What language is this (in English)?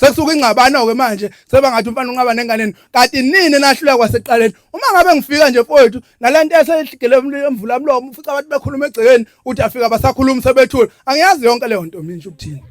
Zulu